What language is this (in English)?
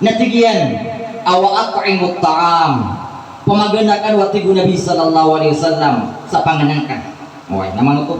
Maranao